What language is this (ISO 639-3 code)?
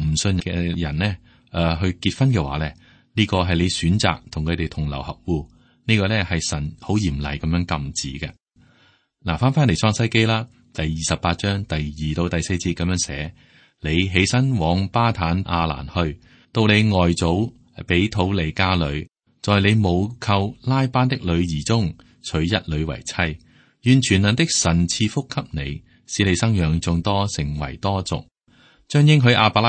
yue